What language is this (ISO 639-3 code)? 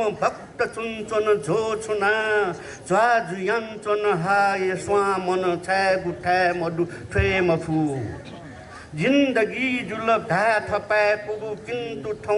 new